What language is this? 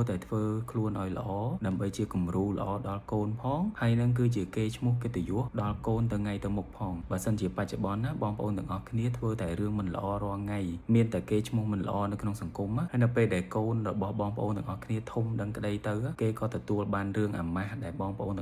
Khmer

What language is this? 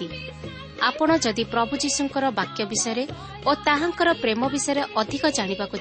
Odia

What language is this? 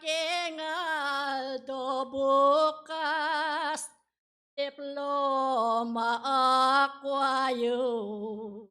Pampanga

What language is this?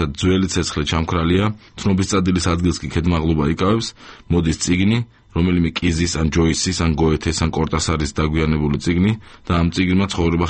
Georgian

